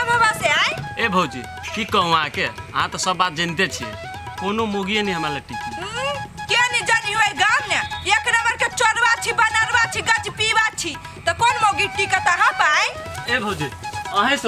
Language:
Maithili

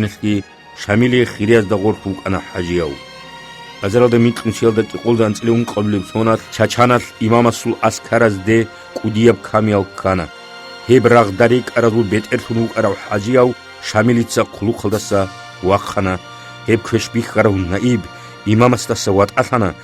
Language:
Avaric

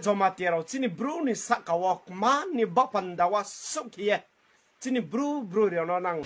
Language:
Kok Borok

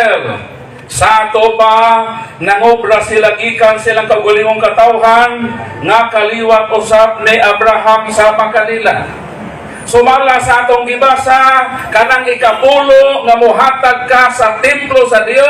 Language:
Cebuano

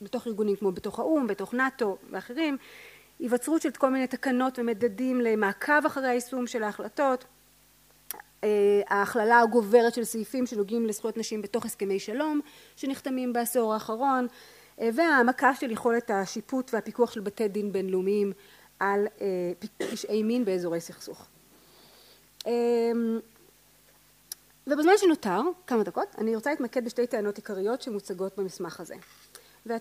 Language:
Hebrew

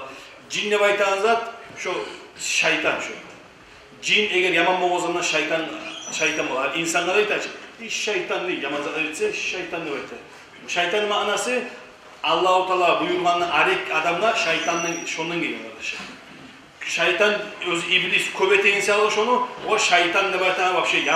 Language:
Kumyk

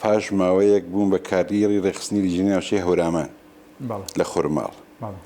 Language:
Central Kurdish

